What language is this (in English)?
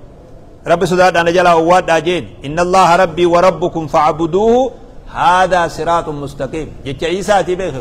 Oromo